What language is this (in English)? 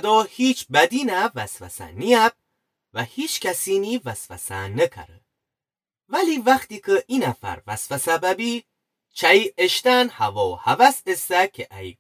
Gilaki